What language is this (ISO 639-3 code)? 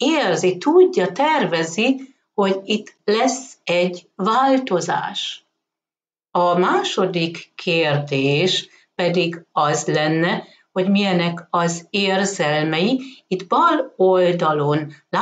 hun